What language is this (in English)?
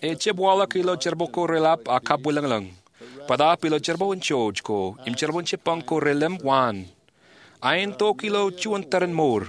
Marshallese